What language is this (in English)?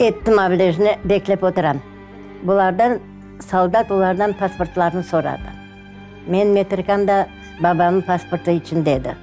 Crimean Tatar